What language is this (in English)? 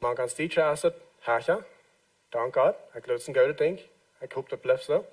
Plautdietsch